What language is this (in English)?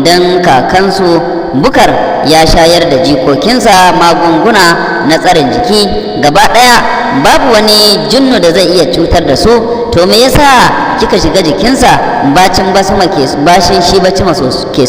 Hausa